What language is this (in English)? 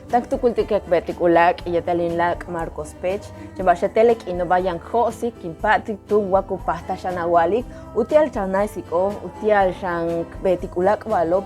Yucateco